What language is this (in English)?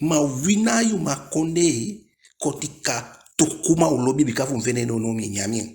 Eastern Maroon Creole